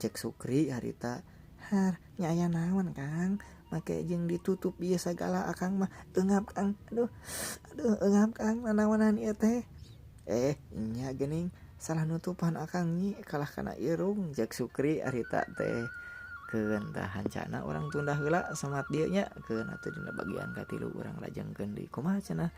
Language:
Sundanese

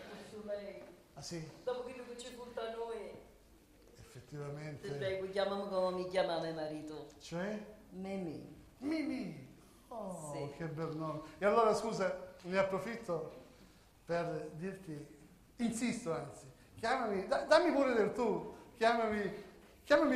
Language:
Sicilian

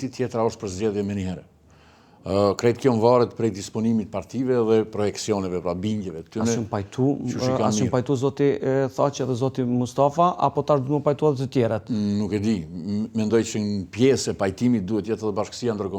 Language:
Albanian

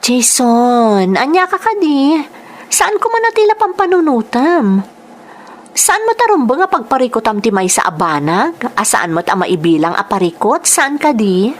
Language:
Iloko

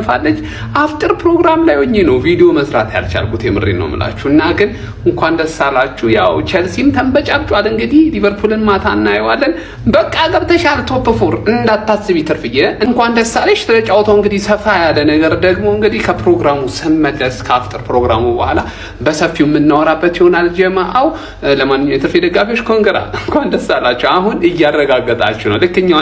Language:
Amharic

